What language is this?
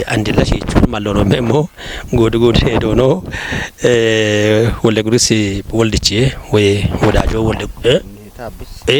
Kafa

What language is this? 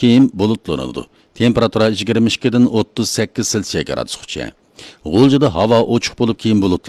Uyghur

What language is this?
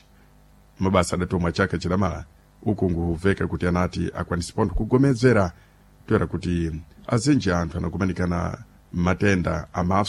Sena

